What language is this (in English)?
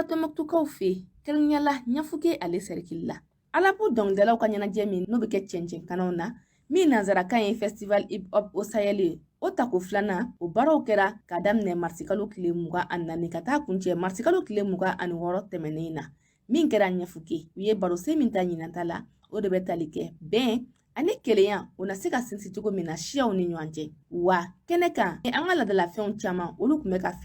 Bambara